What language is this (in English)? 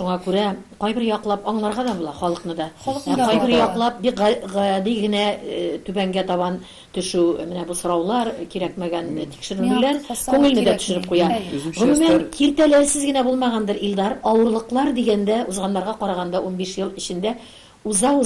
Tatar